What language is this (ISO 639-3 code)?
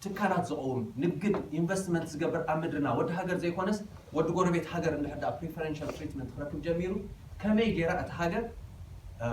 tir